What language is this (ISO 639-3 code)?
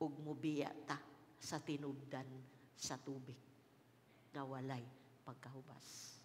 ceb